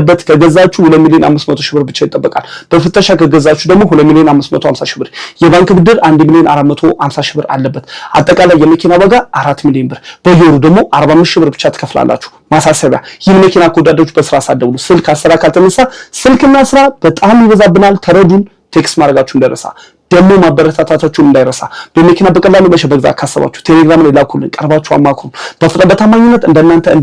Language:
Amharic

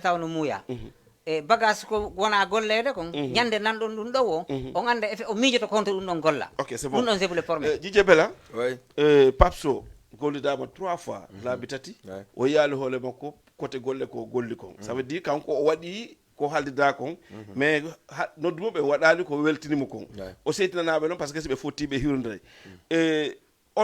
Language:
Fula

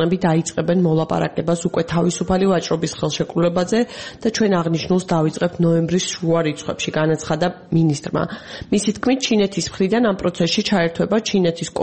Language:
Georgian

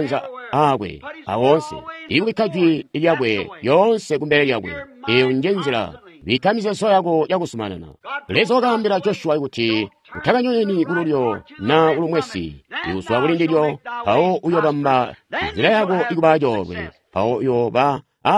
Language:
Tonga (Zambia)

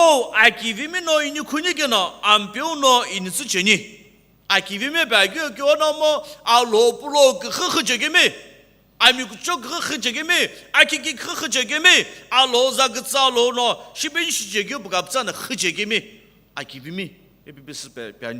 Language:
Sumi Naga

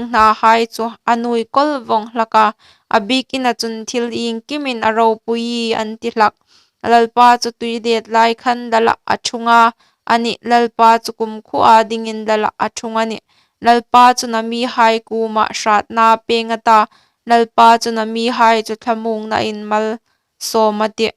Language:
Hmar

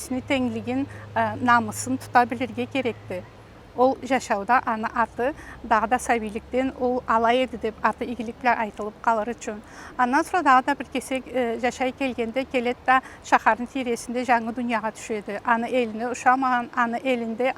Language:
Karachay-Balkar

